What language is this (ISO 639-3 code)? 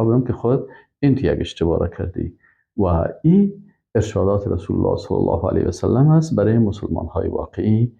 fas